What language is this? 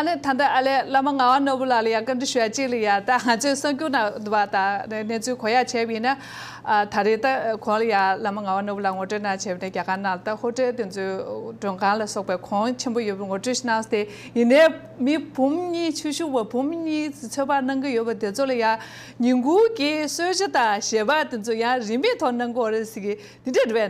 Tibetan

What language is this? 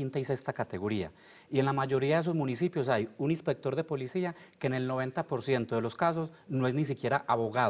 Spanish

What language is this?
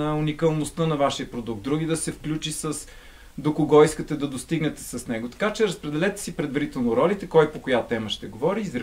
Bulgarian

